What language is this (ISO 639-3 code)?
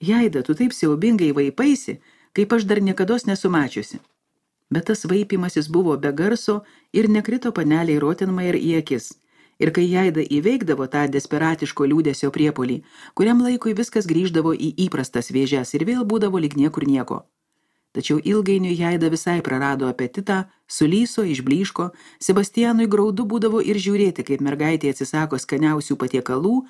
lit